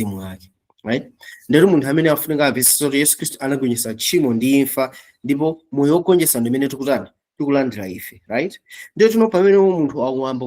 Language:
Nyanja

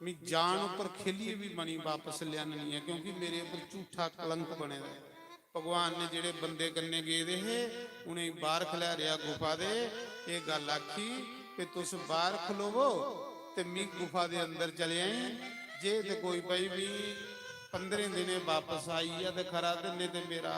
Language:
Dogri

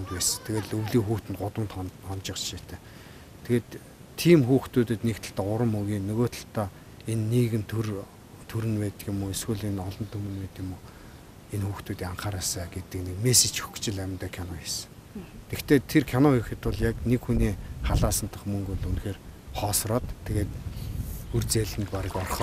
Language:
Mongolian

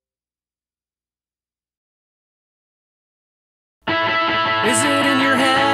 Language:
English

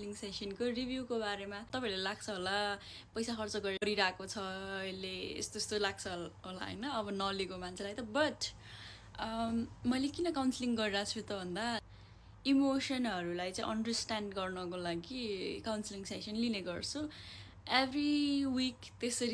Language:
Nepali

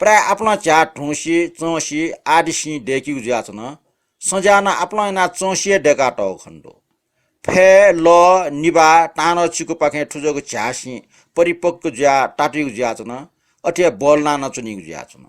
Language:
Newari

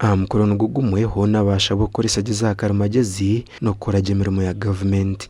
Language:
Nyankole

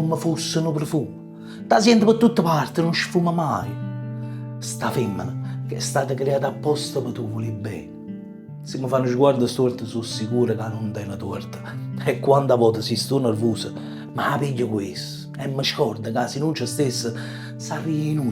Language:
Neapolitan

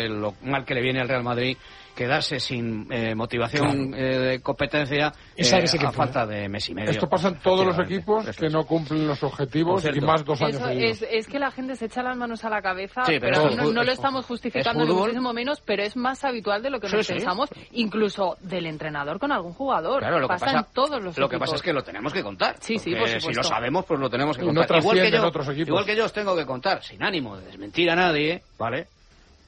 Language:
Spanish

